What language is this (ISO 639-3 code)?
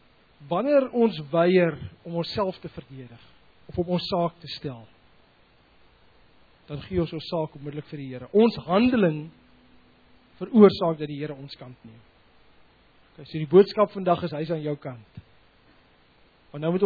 afr